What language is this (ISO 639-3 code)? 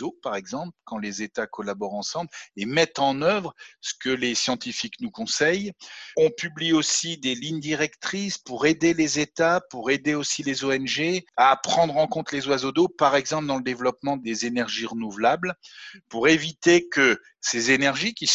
fra